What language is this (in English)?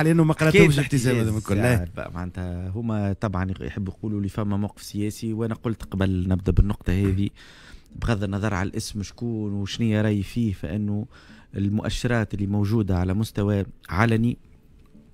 Tunisian Arabic